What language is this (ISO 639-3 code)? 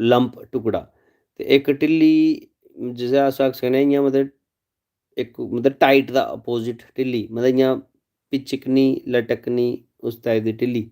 doi